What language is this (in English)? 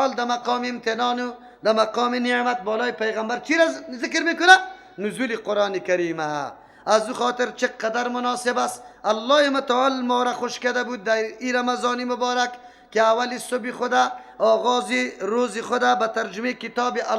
Persian